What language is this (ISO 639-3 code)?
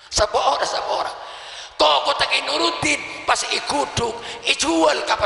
mad